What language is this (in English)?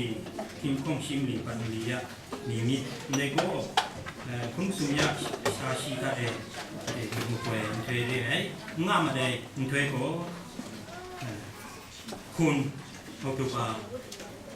Kachin